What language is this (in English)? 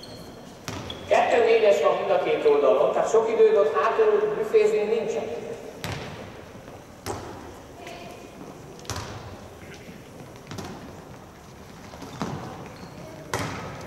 Hungarian